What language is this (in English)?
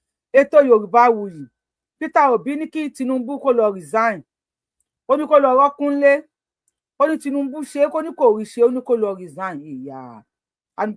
Yoruba